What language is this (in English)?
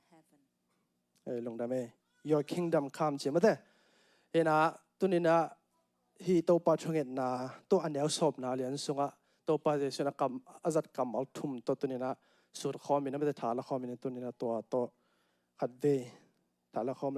Tedim Chin